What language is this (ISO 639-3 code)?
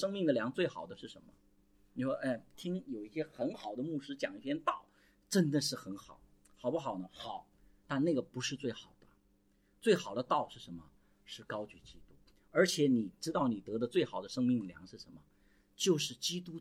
zho